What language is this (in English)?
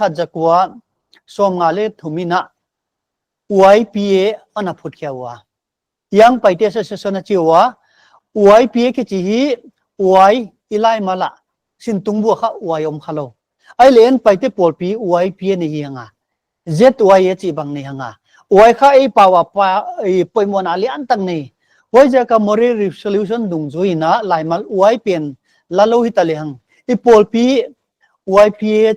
Paite Chin